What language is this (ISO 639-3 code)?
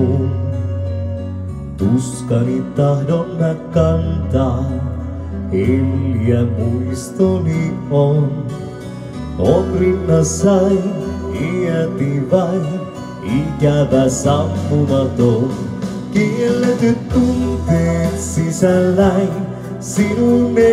fin